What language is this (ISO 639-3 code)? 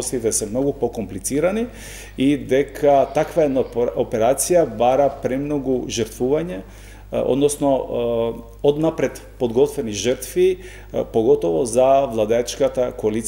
mkd